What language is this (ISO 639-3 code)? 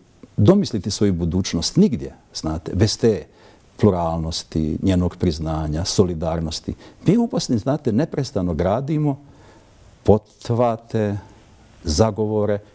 bos